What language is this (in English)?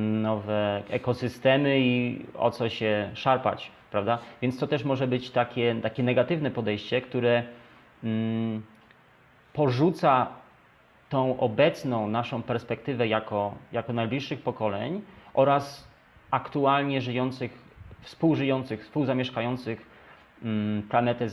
Polish